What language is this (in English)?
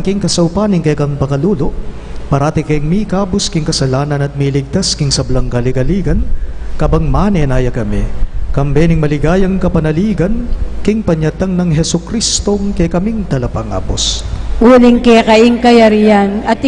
Pampanga